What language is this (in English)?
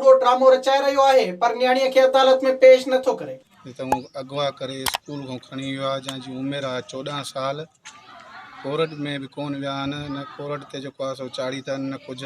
Sindhi